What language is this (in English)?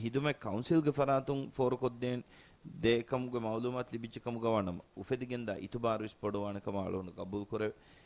Divehi